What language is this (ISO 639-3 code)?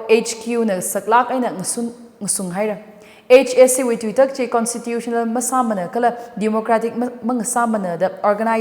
nmf